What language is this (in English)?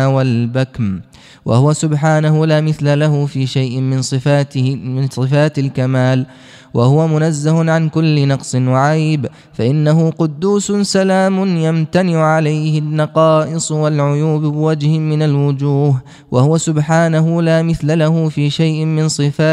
Arabic